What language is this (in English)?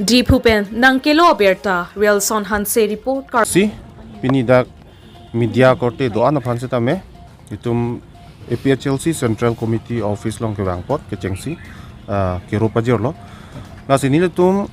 Karbi